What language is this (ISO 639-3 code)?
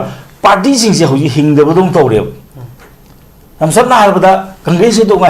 mni